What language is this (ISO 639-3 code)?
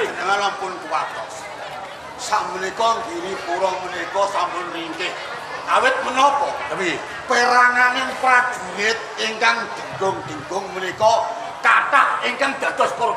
jav